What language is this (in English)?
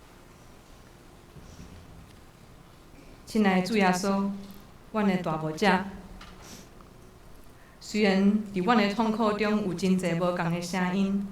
Min Nan Chinese